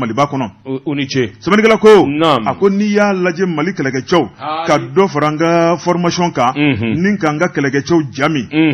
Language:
Bambara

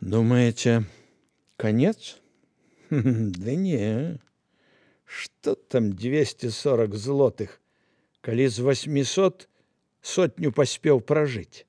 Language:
Belarusian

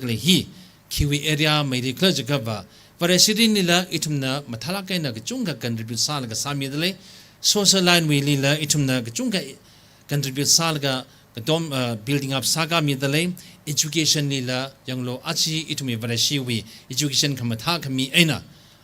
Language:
Tangkhul Naga (India)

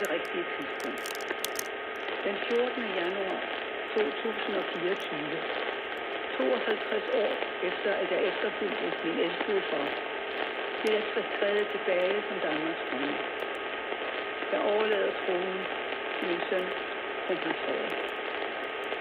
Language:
Danish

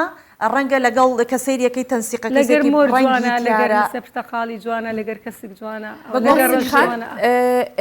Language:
Central Kurdish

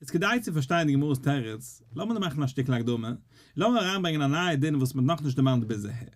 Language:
Yiddish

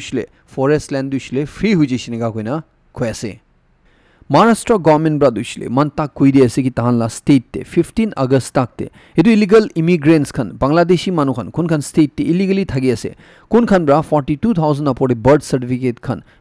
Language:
Naga Pidgin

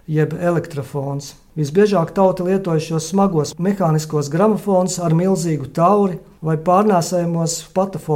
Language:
Latvian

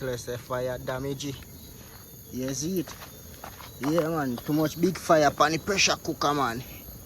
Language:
Jamaican Creole English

